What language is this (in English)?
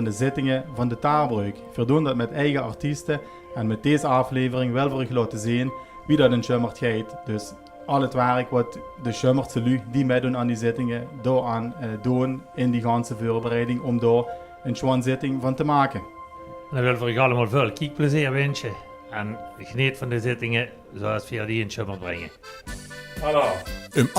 Limburgish